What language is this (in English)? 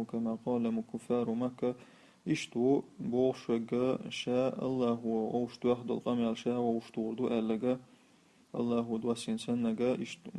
Chechen